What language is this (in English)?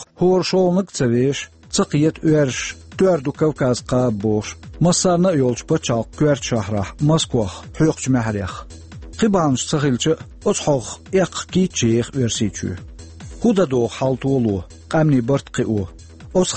Chechen